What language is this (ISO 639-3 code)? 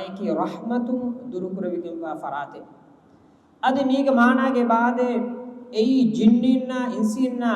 div